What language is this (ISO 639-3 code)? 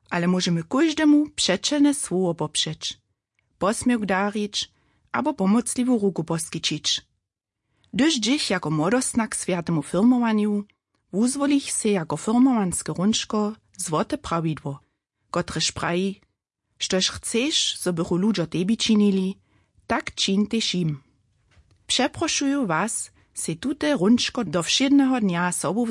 hsb